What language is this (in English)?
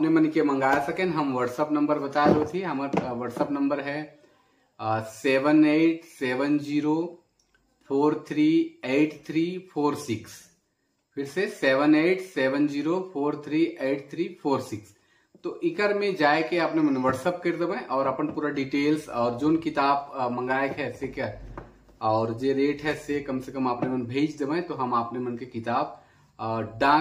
Sadri